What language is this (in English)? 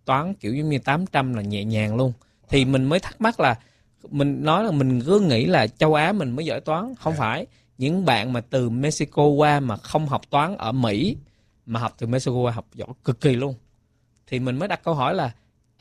Vietnamese